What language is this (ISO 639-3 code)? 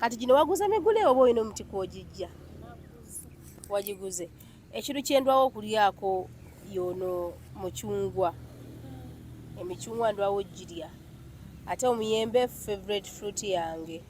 lug